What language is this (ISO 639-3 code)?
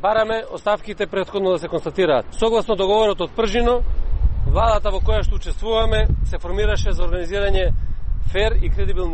mkd